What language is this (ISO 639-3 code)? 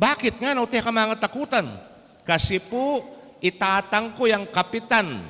pam